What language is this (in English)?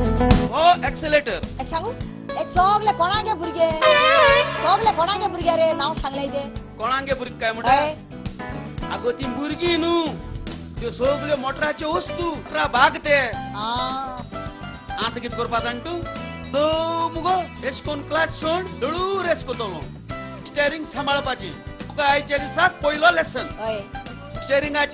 Konkani